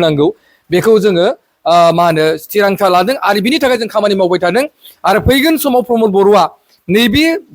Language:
Bodo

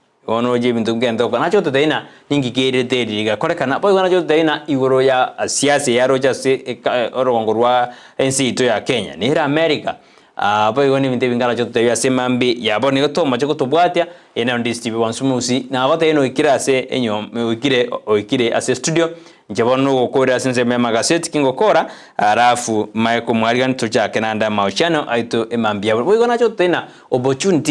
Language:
Gusii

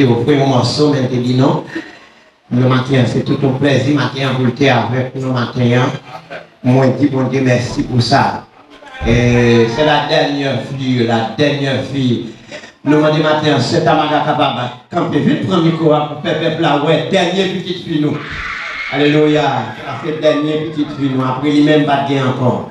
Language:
Haitian Creole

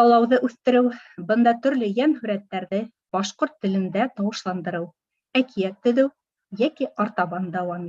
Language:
Bashkir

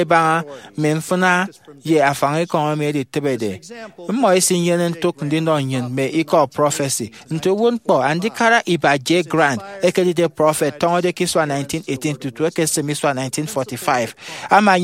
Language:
Efik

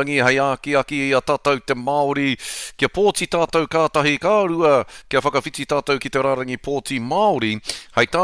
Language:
Māori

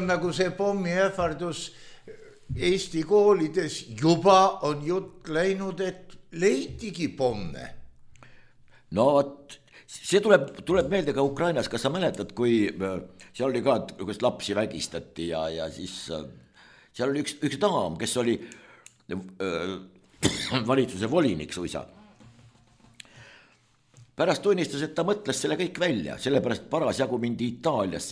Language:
Estonian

